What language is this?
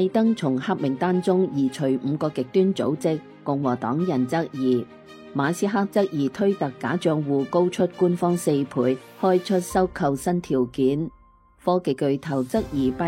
Cantonese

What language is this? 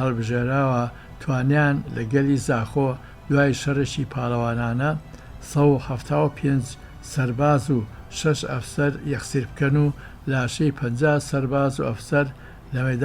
Central Kurdish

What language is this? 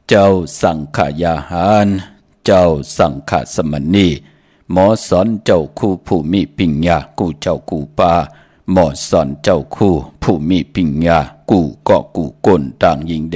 Shan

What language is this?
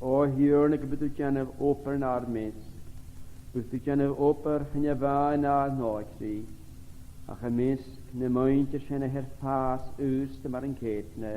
Scottish Gaelic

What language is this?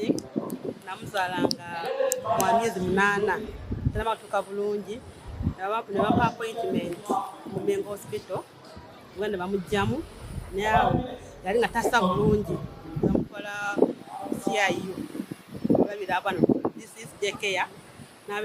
Ganda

